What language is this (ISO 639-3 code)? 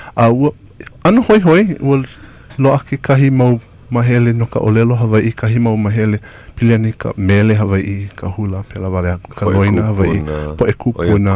haw